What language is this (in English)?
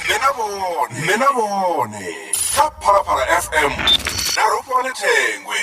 Venda